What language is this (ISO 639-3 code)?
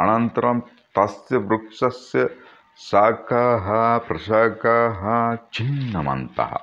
san